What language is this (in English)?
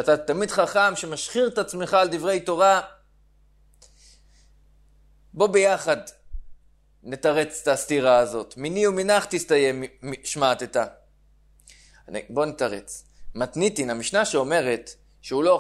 Hebrew